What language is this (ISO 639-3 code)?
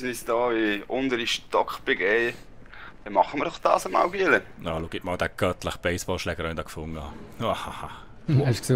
gsw